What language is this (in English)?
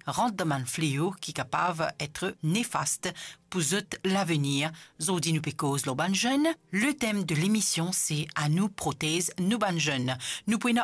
Morisyen